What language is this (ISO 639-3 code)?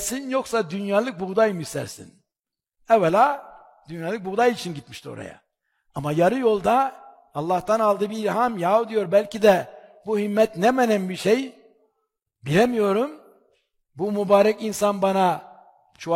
tur